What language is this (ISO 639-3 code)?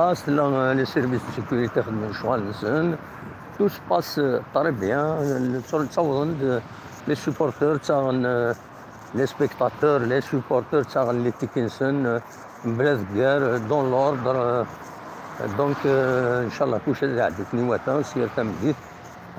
kab